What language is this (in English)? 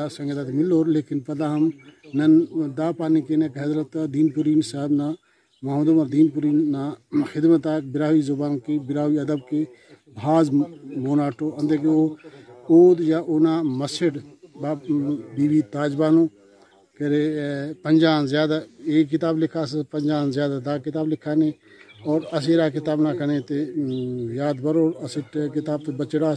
Brahui